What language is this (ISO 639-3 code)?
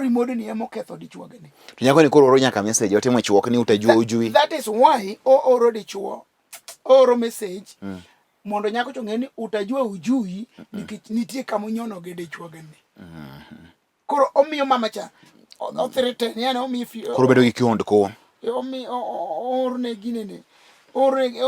luo